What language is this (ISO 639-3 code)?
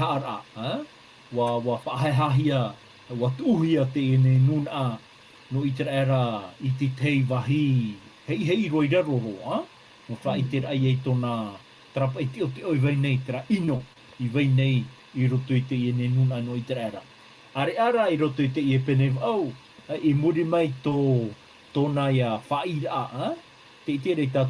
tah